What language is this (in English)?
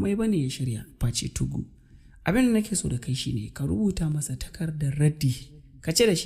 Hausa